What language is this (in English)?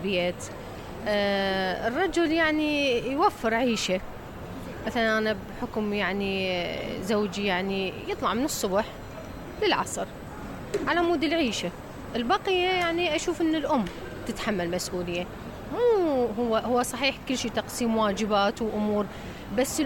Mesopotamian Arabic